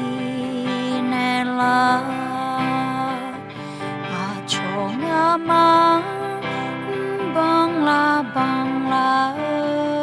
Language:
Akha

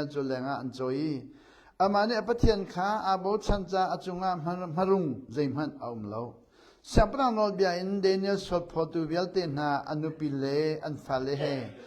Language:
Hakha Chin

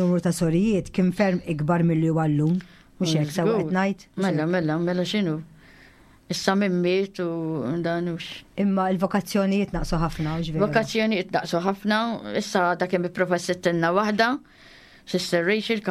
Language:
Maltese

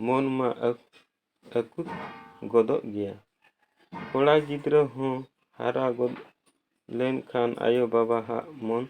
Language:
Santali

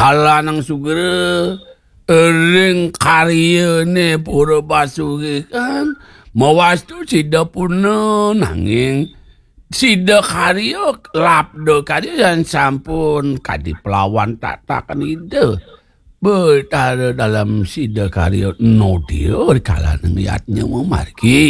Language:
Balinese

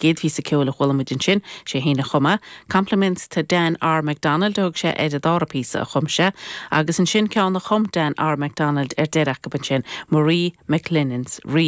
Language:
Irish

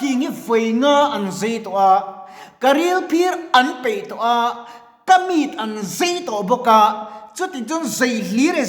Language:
Mizo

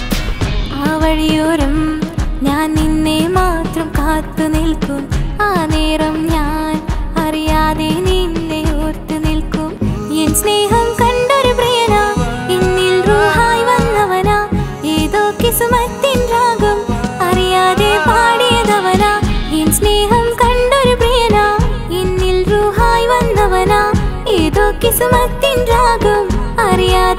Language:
Malayalam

